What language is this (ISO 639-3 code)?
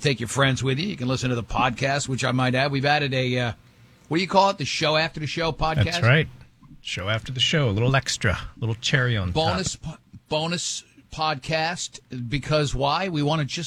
eng